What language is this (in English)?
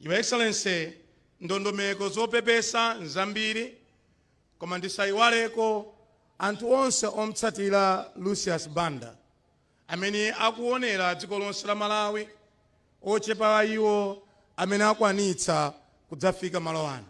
Nyanja